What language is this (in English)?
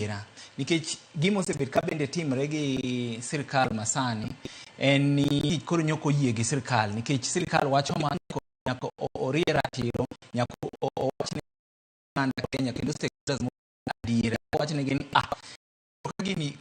Luo (Kenya and Tanzania)